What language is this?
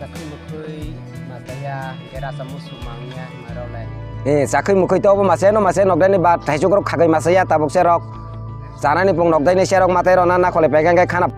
Kok Borok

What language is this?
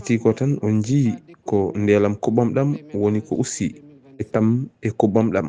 Fula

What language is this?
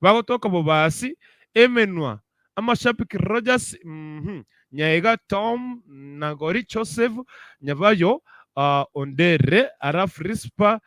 Gusii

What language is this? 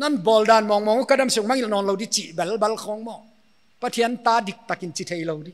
Paite Chin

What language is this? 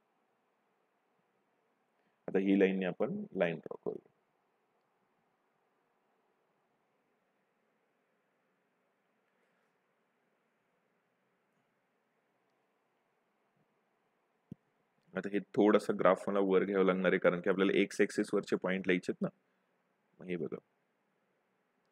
Marathi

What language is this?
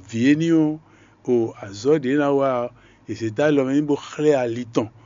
Fon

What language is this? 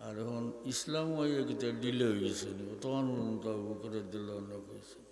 Sylheti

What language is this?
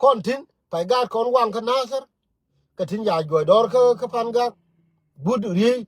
Nuer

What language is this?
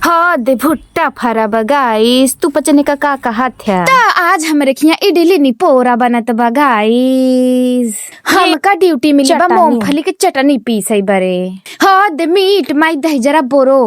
Awadhi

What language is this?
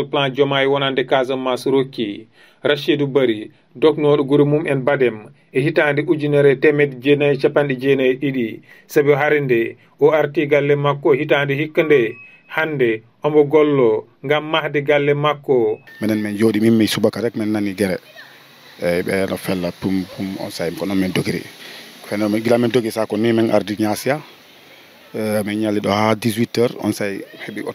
Fula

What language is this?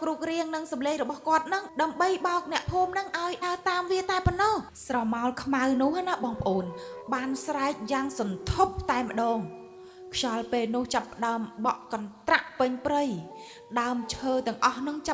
Khmer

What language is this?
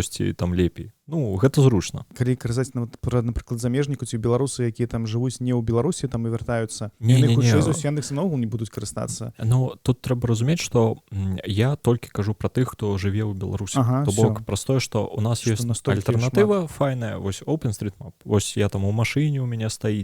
Belarusian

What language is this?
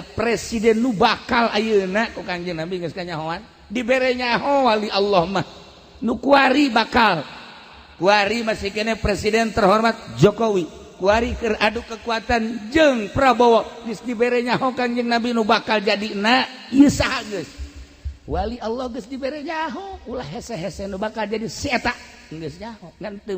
Sundanese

